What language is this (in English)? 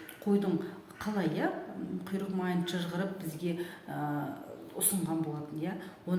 Kazakh